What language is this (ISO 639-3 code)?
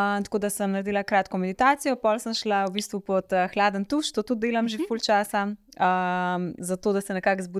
slv